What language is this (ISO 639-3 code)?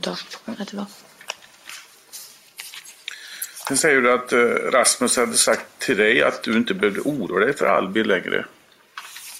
swe